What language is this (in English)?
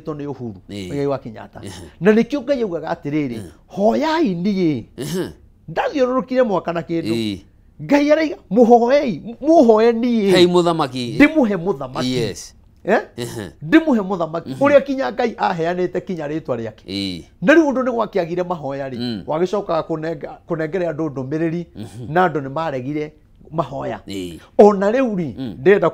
Kikuyu